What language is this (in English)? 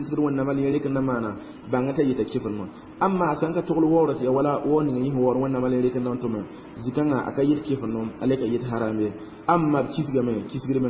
Mossi